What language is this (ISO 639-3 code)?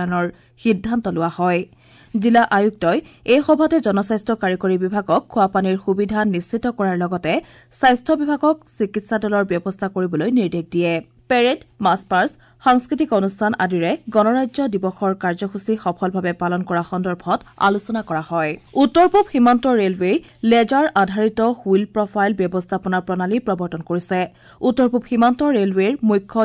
asm